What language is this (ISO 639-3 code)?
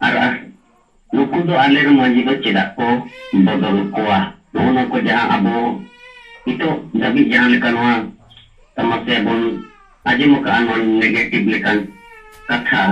sat